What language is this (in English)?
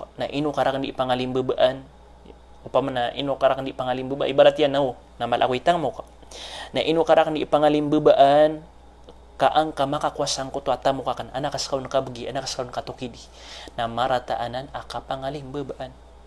Maranao